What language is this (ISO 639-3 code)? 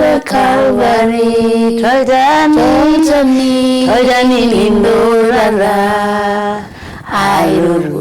mas